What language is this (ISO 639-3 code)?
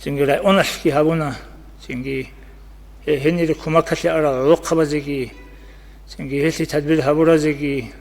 ava